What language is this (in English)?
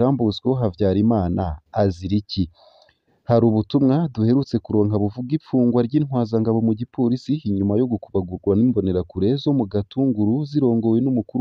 Rundi